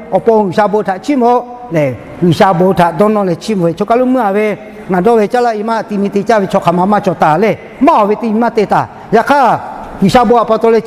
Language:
Lahu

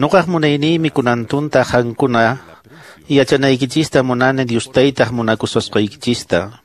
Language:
Quechua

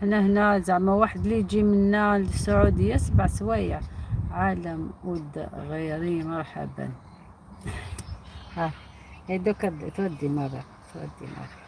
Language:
Algerian Arabic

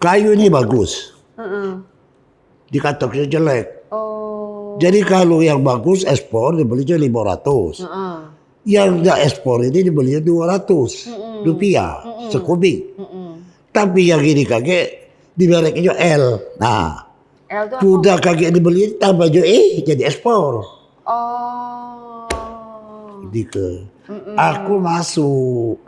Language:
Musi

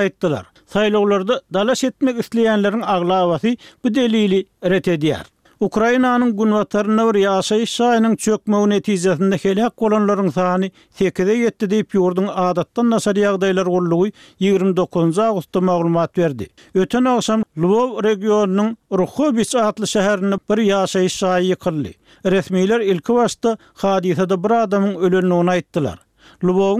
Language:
Turkmen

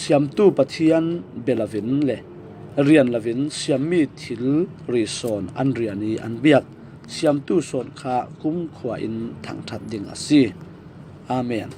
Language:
Falam Chin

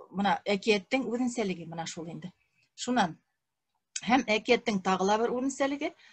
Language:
Bashkir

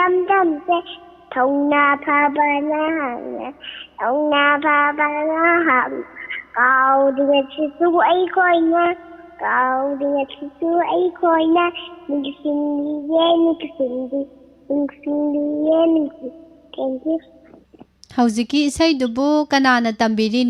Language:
Manipuri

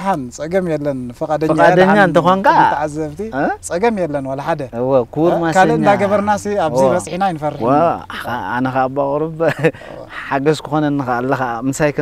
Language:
Tigrinya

